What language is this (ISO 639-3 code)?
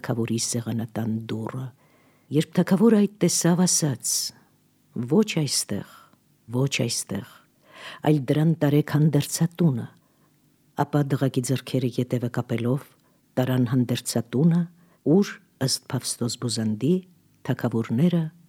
hye